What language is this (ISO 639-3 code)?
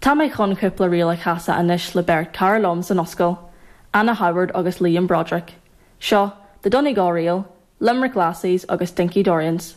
gle